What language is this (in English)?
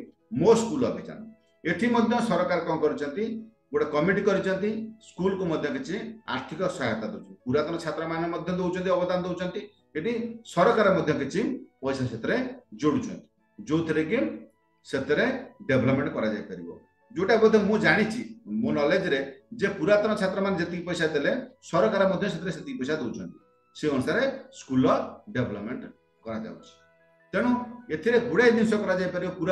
Odia